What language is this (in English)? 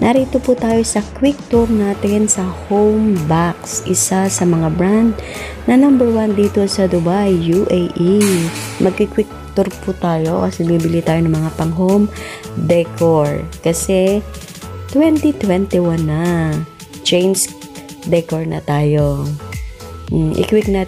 Filipino